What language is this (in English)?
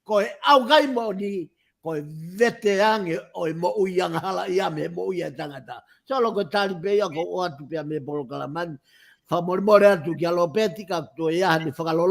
Tongan